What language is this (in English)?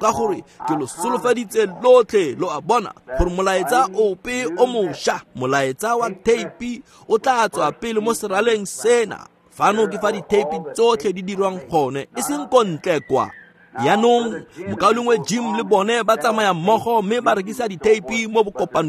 Tswana